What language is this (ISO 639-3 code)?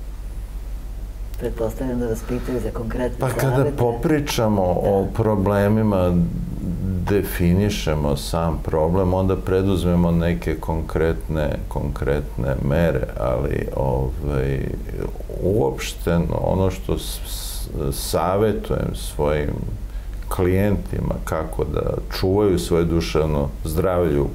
srp